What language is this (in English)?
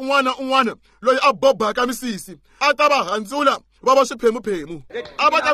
Tsonga